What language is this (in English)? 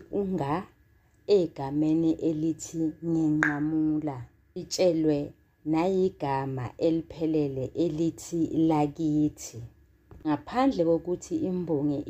Zulu